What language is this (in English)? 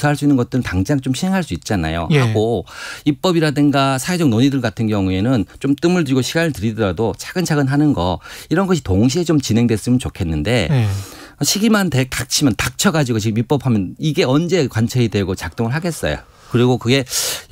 Korean